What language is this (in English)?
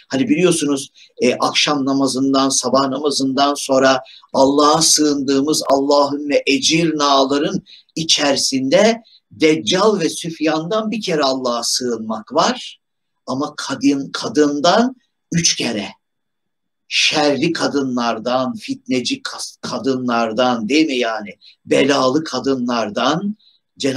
Turkish